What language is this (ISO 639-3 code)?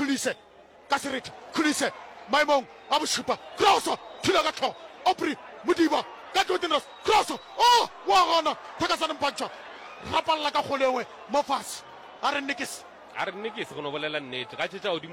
nso